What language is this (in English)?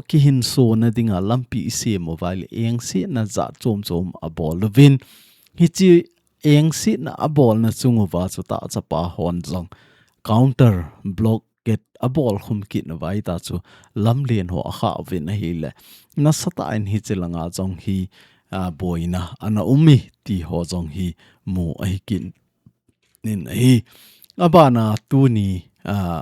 Thado Chin